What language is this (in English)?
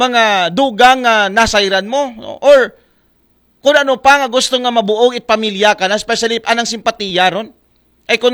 Aklanon